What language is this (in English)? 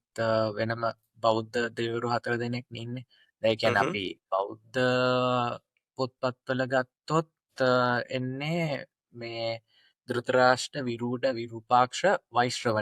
Sinhala